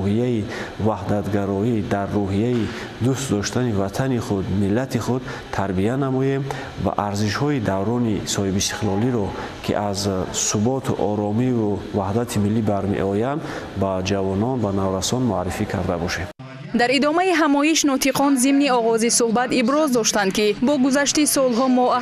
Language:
Tajik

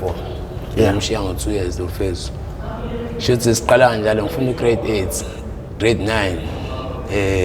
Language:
Zulu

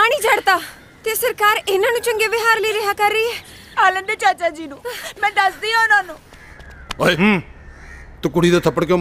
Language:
Punjabi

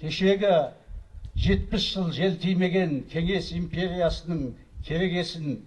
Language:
Kazakh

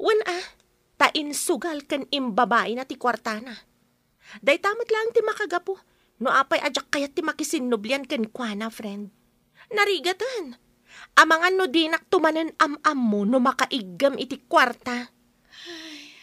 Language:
Iloko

